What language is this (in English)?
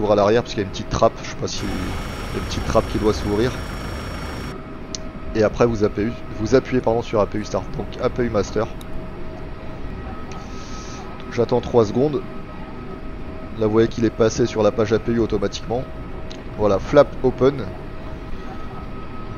French